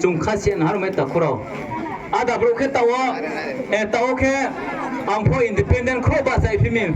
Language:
Riang (India)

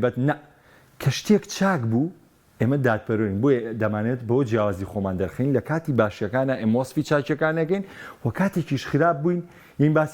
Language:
Central Kurdish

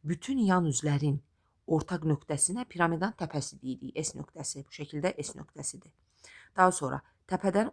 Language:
Azerbaijani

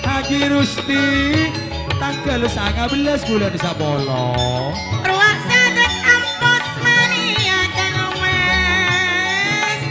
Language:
Madurese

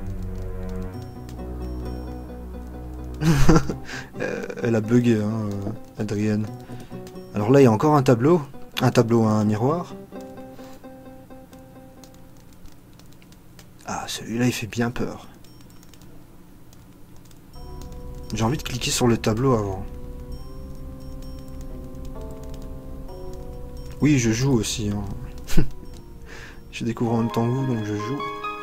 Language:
French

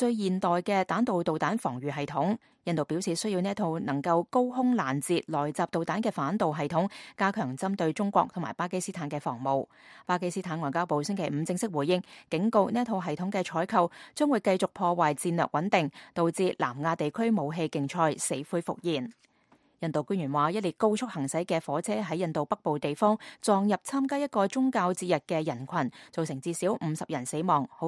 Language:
Cantonese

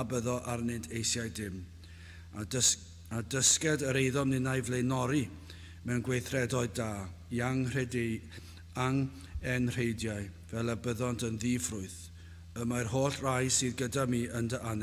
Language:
Welsh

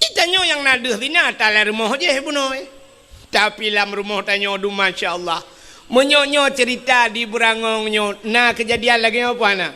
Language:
Achinese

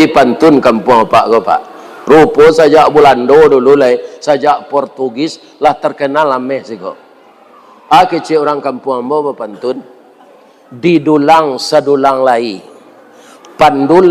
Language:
Minangkabau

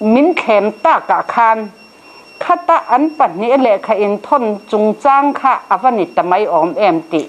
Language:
Mizo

